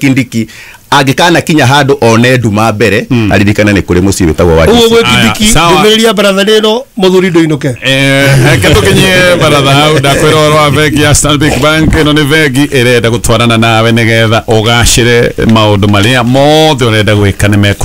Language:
Kikuyu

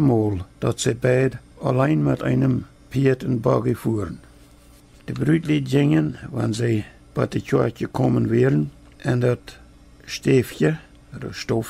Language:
Plautdietsch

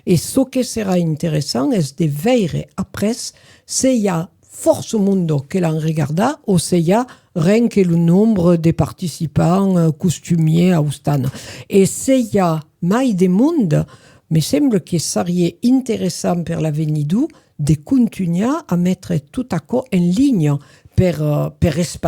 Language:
Occitan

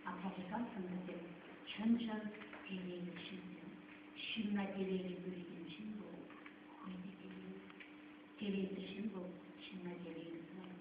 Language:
Chuvash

